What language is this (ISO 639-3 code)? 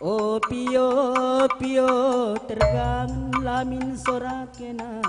btx